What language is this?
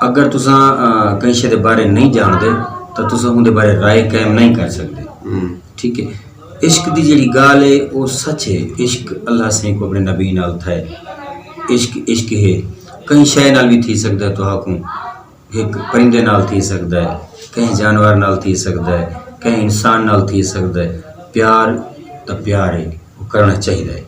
Saraiki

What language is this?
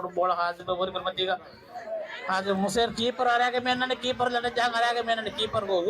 Divehi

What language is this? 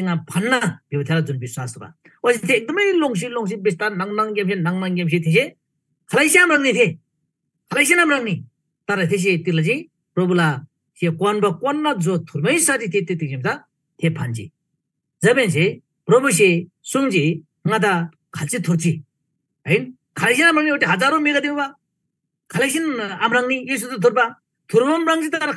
Eastern Tamang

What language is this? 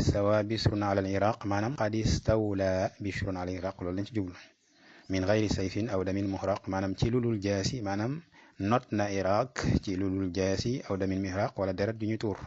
Wolof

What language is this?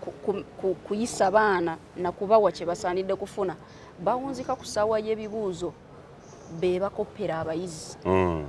Ganda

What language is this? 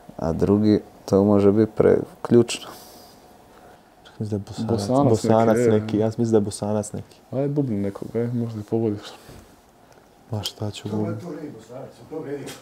Croatian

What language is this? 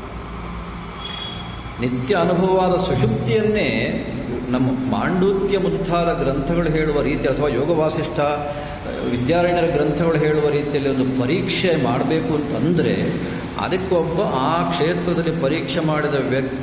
Kannada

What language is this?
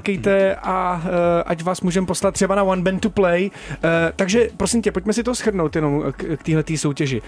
Czech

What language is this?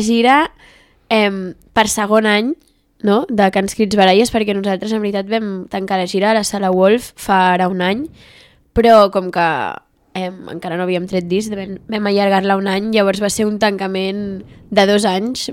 Catalan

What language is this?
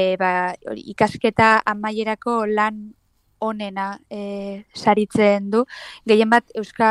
Basque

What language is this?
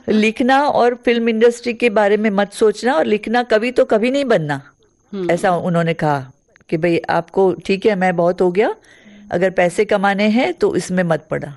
Hindi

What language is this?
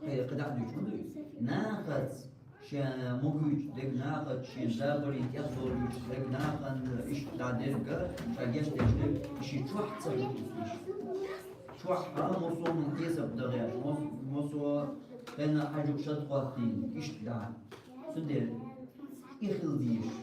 Chechen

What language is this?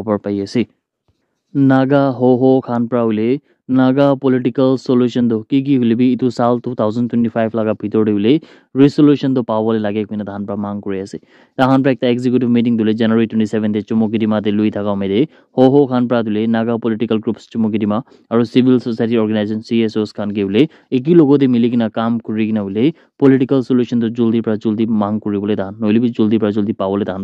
Naga Pidgin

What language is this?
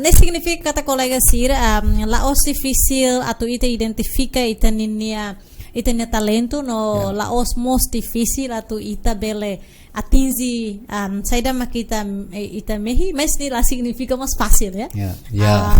Tetum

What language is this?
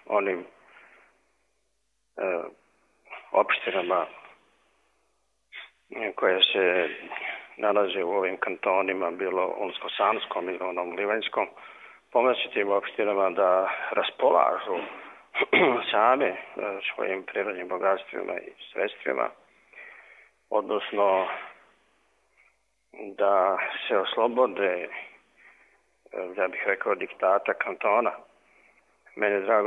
Bosnian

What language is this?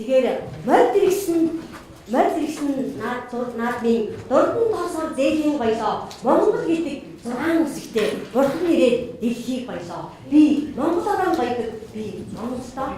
Mongolian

